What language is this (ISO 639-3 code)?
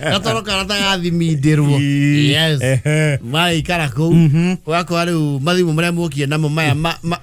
kik